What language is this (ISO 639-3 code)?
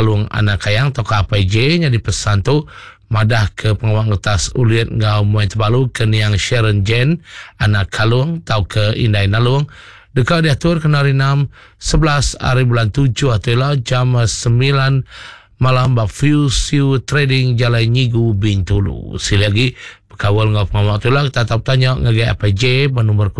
iba